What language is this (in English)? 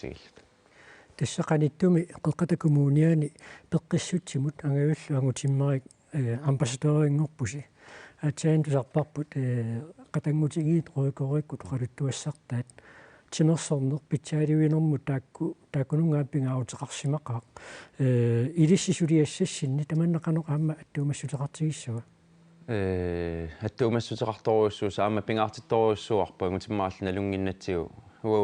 Kalaallisut